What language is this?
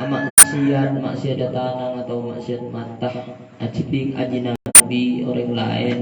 Madurese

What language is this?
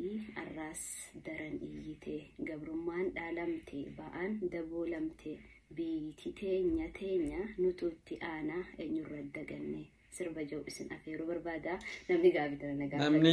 Oromo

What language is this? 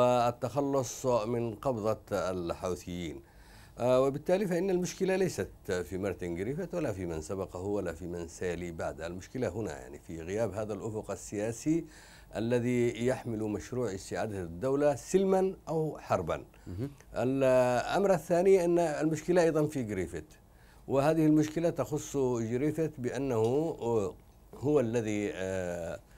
Arabic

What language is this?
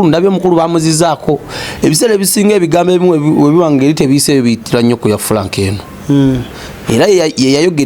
Ganda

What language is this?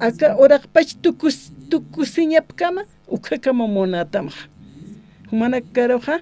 Aymara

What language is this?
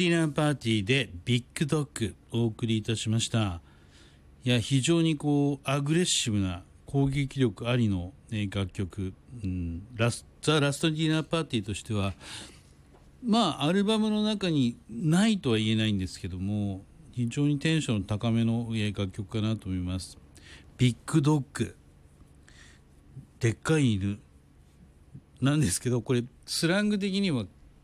Japanese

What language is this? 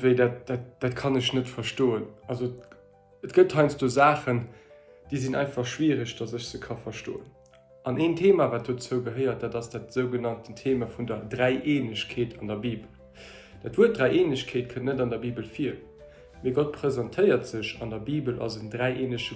Luxembourgish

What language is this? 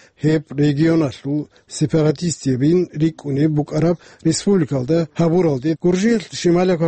Avaric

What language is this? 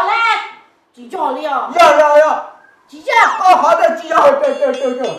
Hmong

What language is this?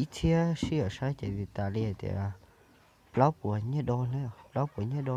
Hmong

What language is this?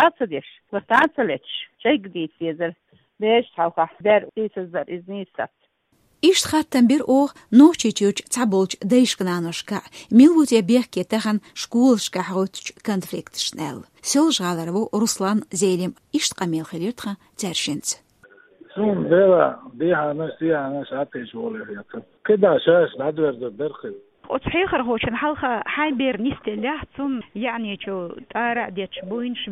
Chechen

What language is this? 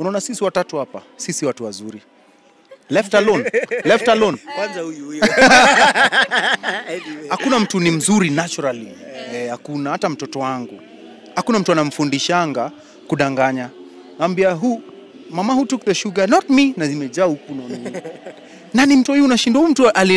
Swahili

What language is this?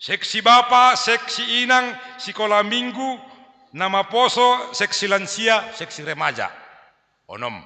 Batak Simalungun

